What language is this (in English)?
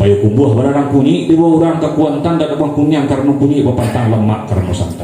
Minangkabau